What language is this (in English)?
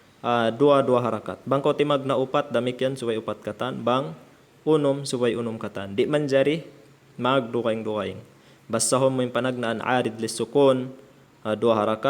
Tausug